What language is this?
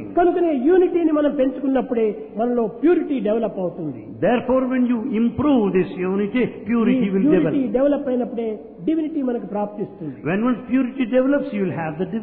Telugu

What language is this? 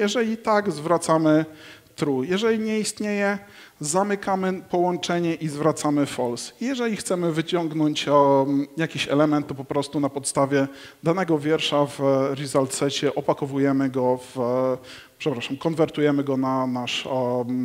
Polish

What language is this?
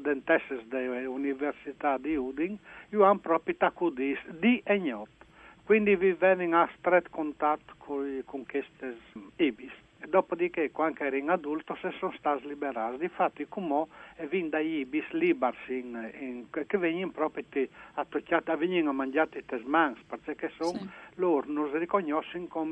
Friulian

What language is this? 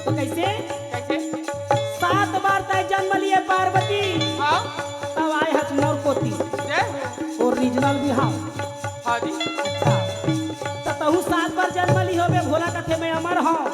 Chhattisgarhi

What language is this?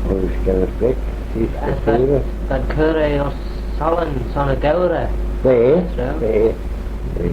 Manx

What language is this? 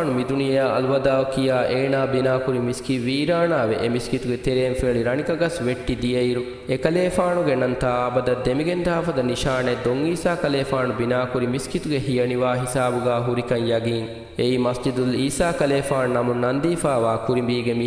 Divehi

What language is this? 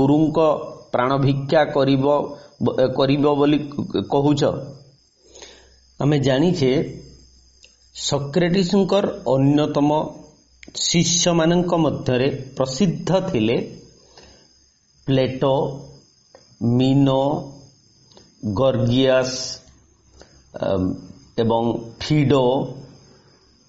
Odia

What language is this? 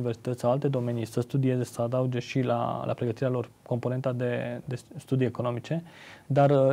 Romanian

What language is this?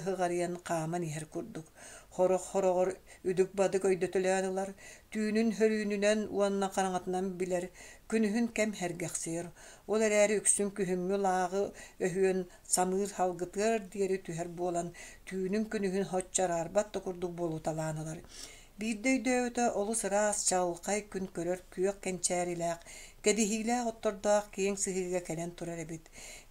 Yakut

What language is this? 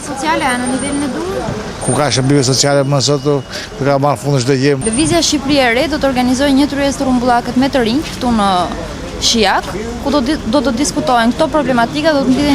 Albanian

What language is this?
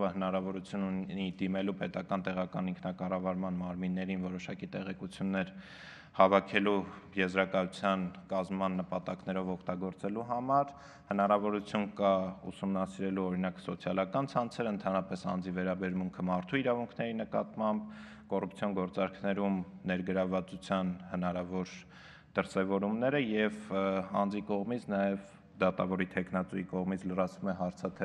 Armenian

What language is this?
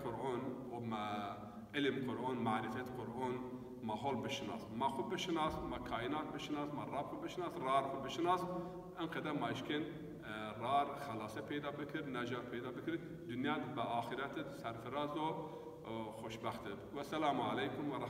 Zaza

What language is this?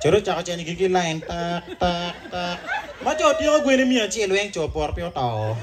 Acoli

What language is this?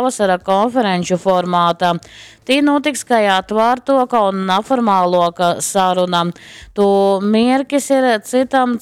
Latgalian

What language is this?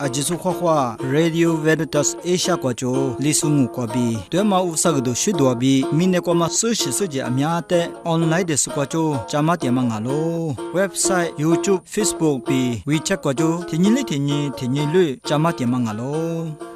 Lisu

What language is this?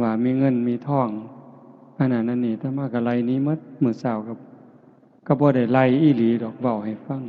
Northeastern Thai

